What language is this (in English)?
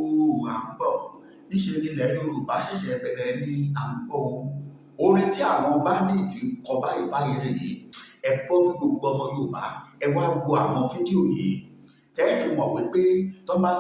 Yoruba